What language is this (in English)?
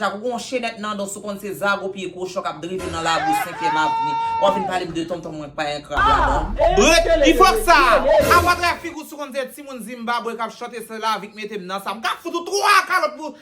Haitian Creole